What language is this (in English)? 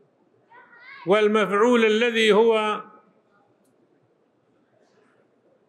Arabic